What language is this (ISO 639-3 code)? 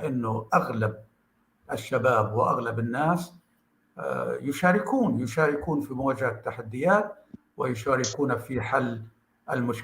apc